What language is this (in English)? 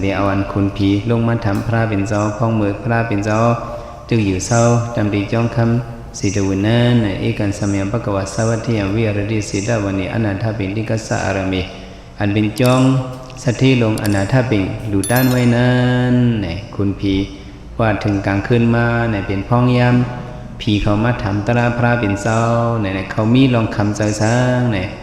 Shan